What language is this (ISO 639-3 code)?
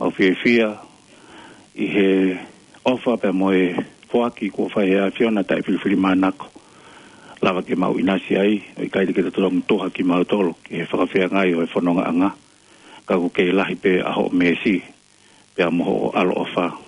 ton